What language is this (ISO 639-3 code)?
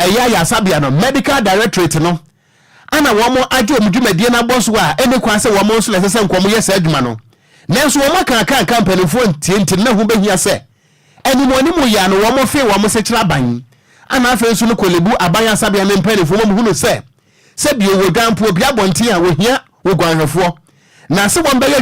aka